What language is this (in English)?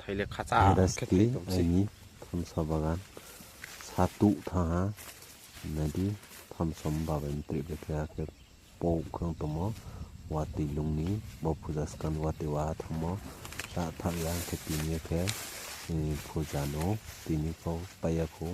Riang (India)